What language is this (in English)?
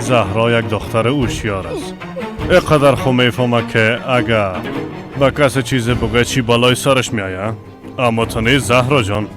Persian